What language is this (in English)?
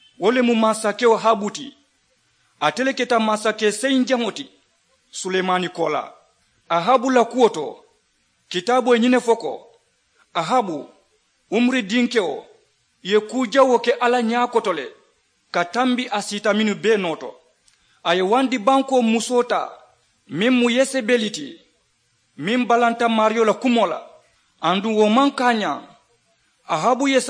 Mandingo